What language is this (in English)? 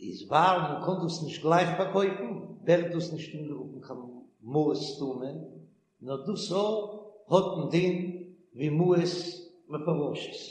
Yiddish